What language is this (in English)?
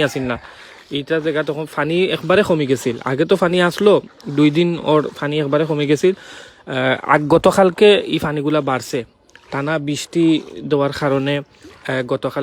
Sylheti